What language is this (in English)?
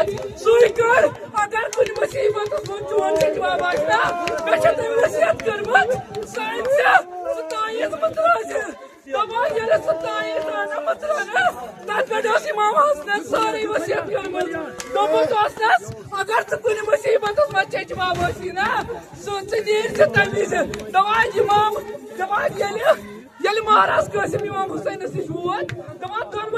Kashmiri